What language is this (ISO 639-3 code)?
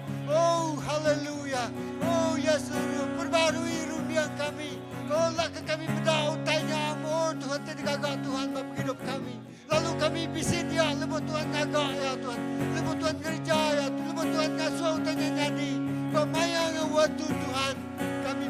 iba